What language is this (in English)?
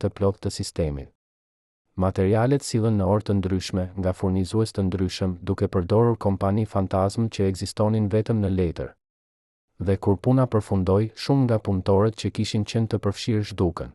Albanian